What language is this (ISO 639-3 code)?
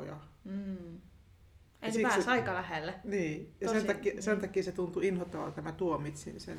fin